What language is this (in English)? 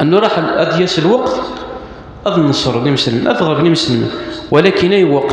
Kabyle